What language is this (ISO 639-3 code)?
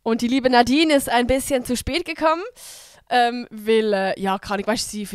gsw